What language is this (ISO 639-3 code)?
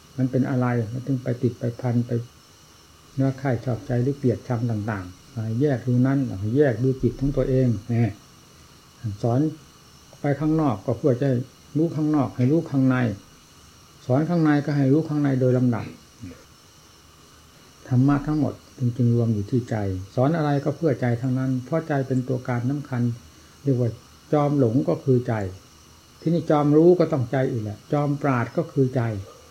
tha